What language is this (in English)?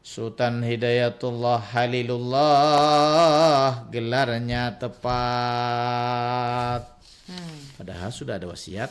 Banjar